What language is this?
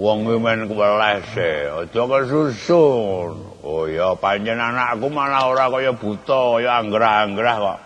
Javanese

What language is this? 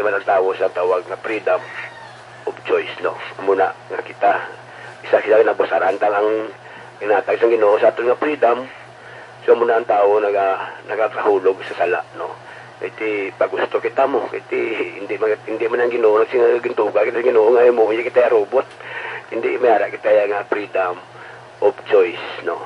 Hiligaynon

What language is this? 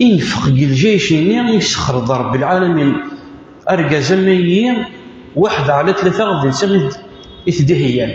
Kabyle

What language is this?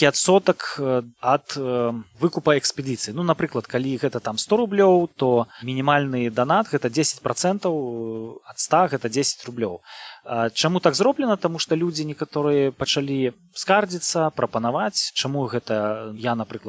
Belarusian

